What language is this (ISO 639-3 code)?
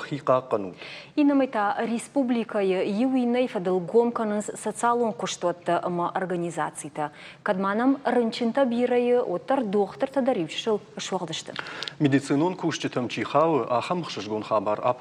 oss